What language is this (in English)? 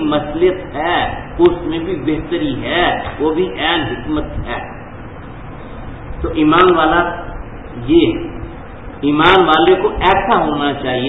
Urdu